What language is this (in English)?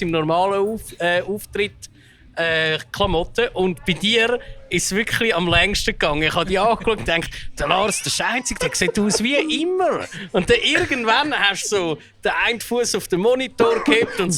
Swiss German